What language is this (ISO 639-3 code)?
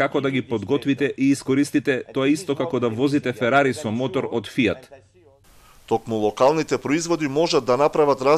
mkd